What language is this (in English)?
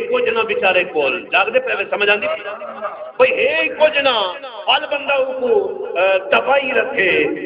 Saraiki